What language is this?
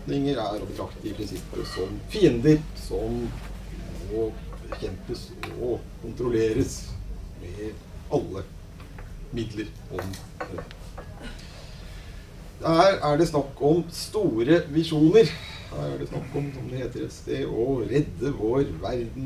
Norwegian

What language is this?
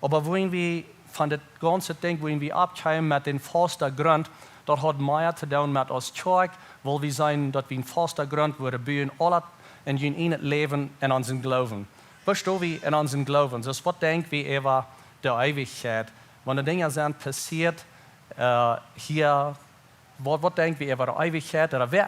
Plautdietsch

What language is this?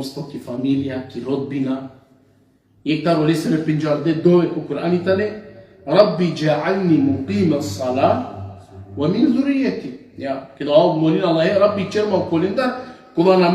Balkan Romani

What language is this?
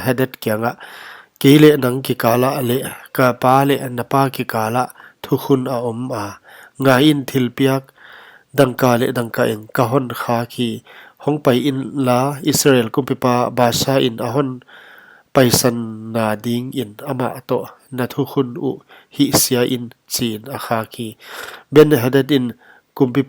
Paite Chin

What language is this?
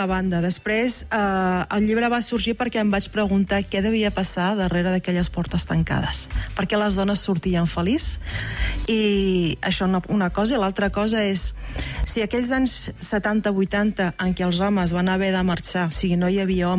Catalan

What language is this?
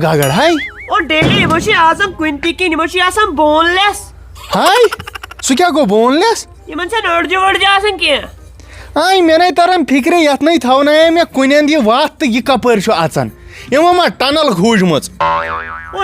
Kashmiri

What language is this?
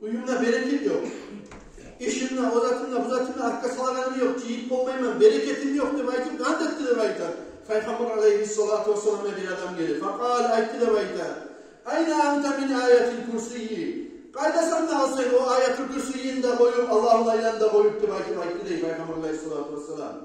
Kumyk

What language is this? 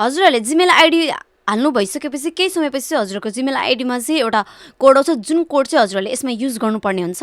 Nepali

